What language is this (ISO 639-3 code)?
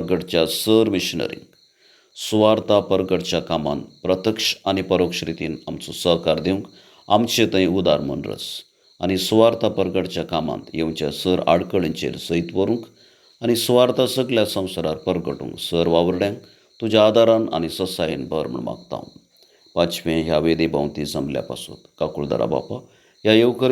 kok